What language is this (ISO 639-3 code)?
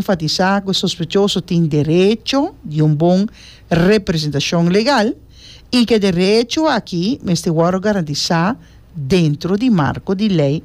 pap